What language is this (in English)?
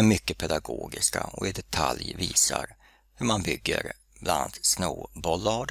Swedish